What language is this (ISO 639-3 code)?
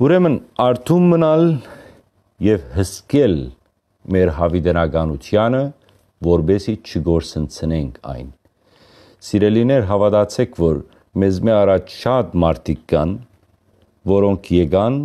hyw